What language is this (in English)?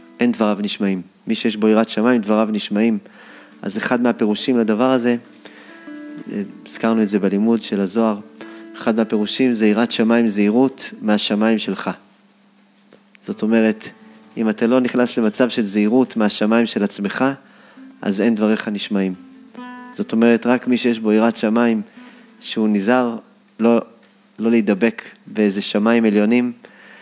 Hebrew